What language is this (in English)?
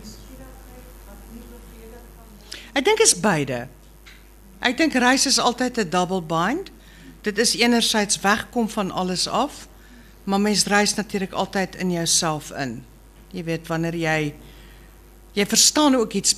Afrikaans